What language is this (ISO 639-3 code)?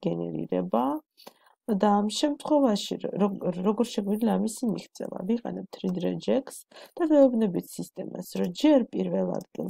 kat